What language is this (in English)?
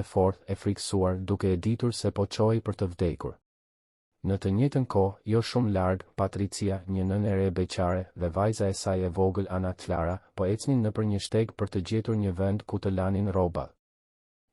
Albanian